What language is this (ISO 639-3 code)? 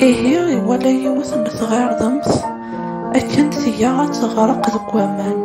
kab